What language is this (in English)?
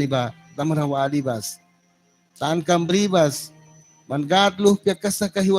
Mískito